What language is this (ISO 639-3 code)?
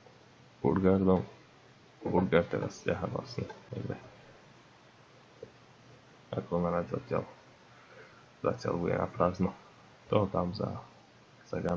slk